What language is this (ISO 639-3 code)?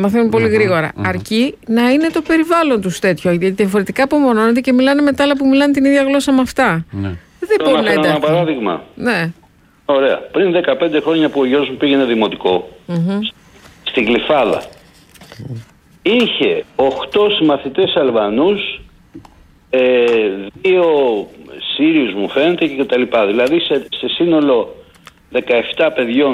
ell